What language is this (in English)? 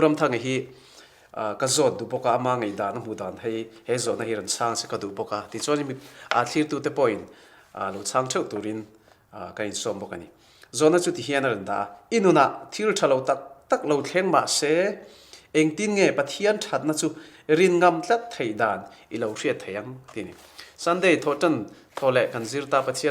Mizo